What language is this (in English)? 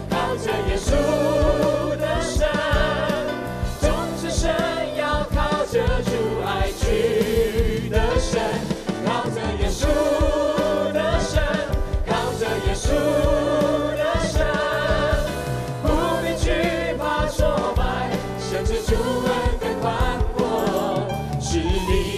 Chinese